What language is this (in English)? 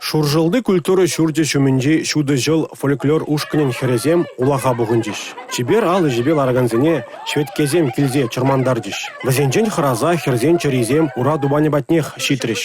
Chuvash